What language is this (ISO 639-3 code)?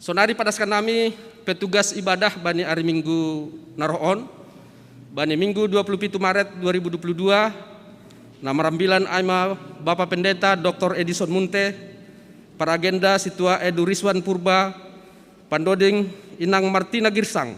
bts